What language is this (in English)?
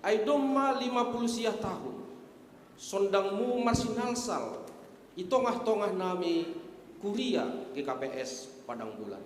Batak Simalungun